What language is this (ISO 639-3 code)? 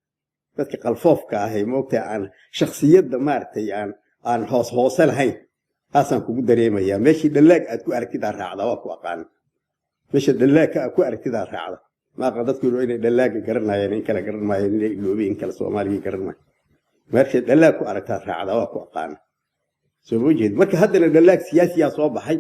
som